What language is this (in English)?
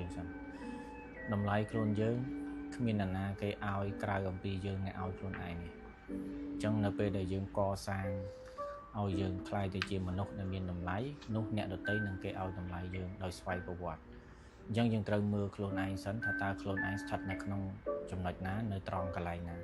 Khmer